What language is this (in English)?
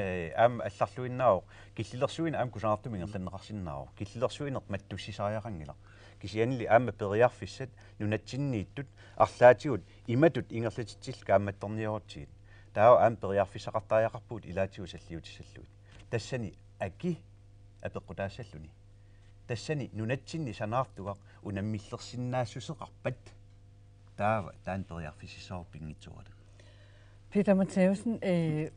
Kalaallisut